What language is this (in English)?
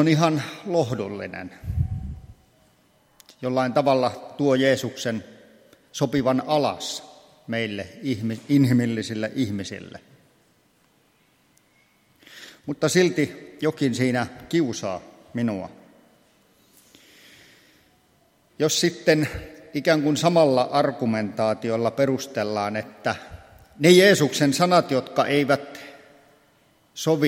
Finnish